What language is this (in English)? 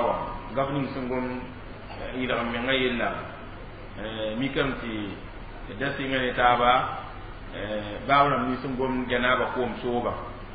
Mossi